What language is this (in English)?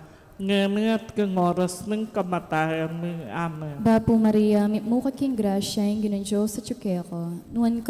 Pampanga